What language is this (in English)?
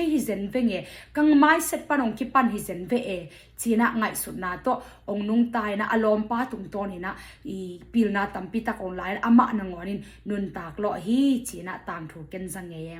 Tedim Chin